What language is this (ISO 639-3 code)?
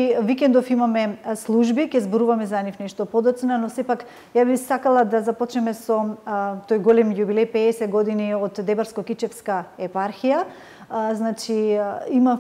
mkd